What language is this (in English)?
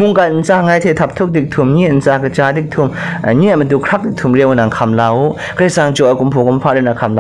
Kachin